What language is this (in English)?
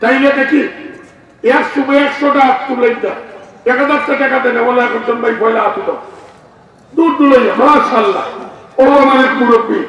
Sylheti